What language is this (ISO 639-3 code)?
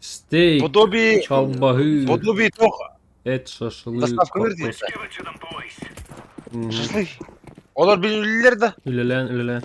sah